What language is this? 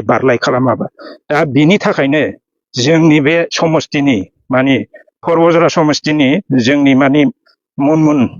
Bodo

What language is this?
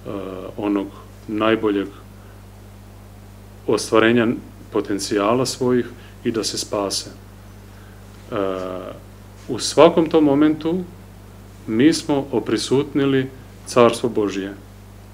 Serbian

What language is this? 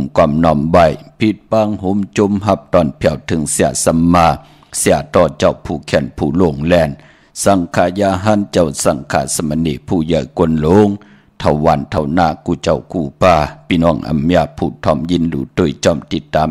Shan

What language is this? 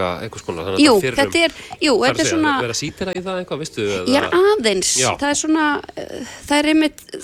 Icelandic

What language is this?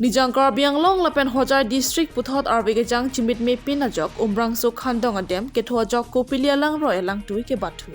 Karbi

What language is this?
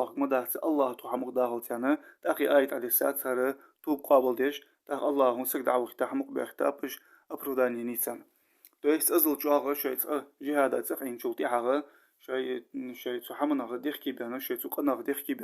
Ingush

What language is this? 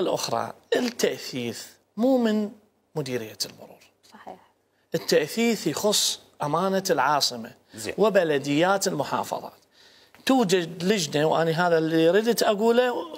Mesopotamian Arabic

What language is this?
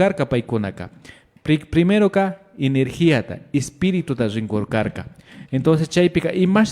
Imbabura Highland Quichua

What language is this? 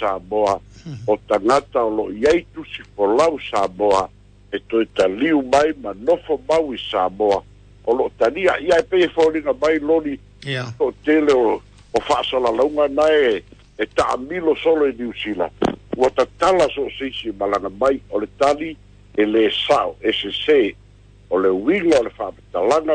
Samoan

